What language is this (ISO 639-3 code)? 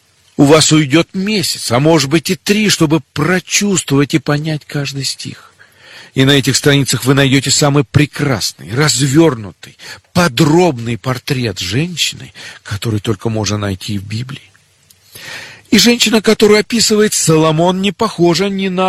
rus